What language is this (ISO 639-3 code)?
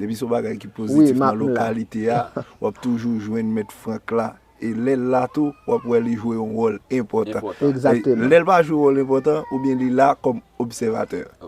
hat